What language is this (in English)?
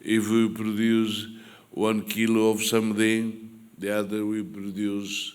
Tetum